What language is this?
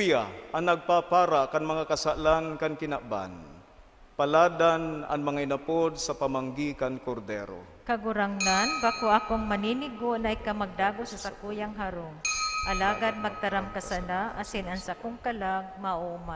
Bikol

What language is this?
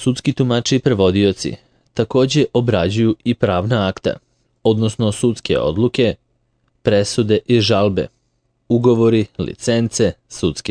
Serbian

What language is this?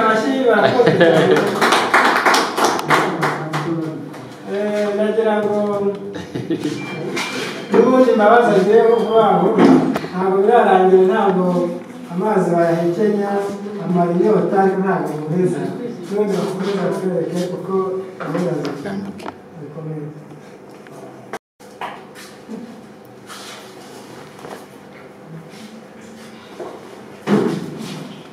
Kinyarwanda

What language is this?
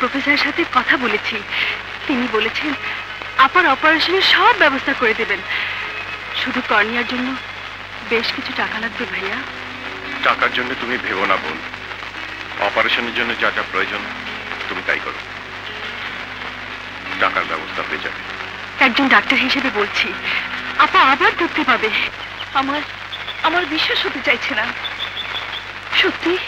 Bangla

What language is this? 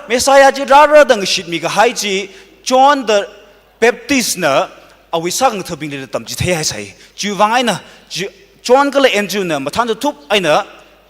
Tangkhul Naga (India)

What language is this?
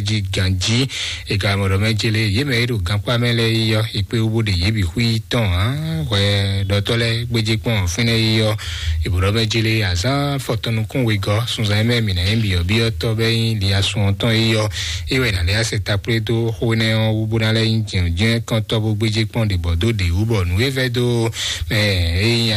Fon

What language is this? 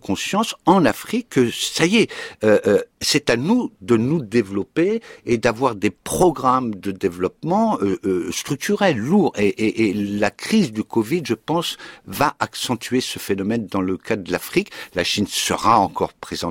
French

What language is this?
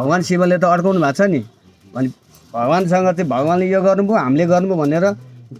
Nepali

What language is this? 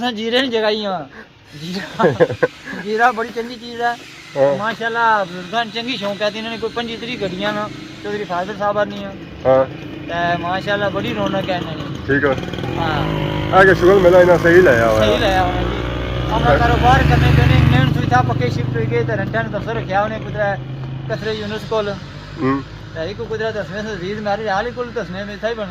Pahari-Potwari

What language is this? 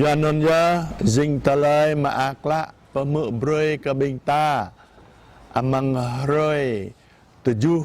Jarai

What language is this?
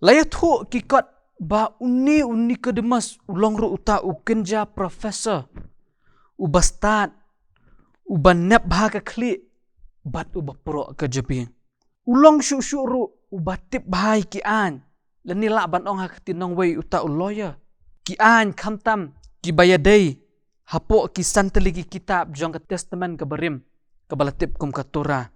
Khasi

